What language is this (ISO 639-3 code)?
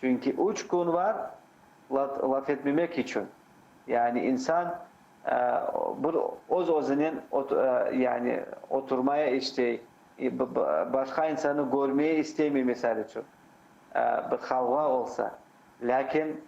crh